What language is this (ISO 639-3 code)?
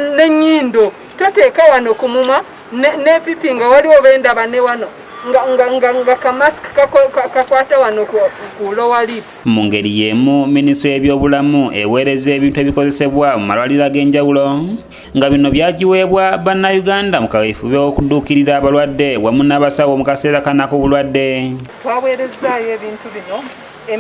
lug